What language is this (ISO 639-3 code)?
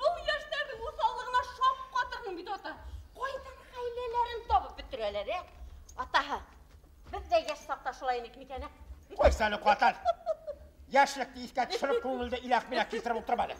bak